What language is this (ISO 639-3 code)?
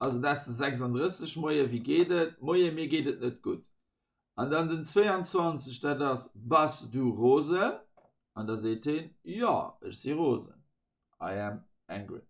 ltz